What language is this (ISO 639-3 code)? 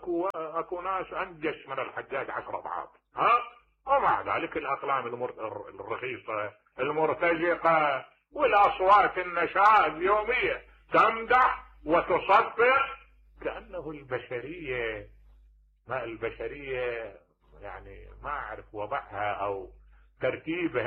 acm